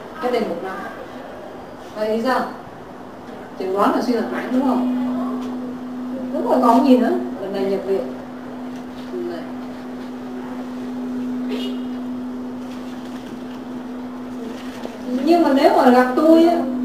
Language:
Vietnamese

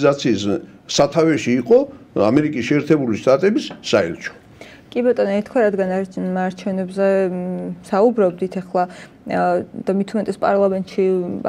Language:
Georgian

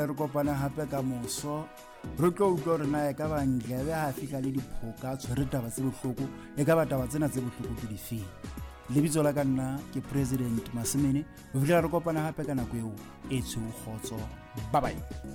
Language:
Southern Sotho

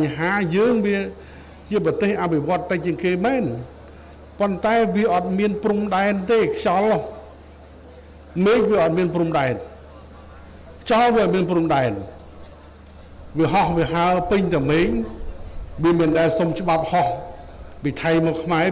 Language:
Khmer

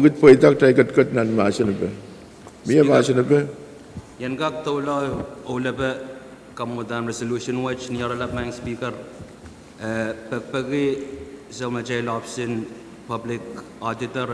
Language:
Pohnpeian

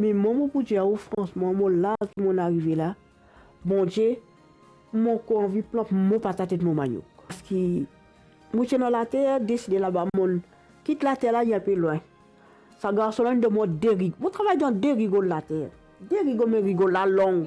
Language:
Morisyen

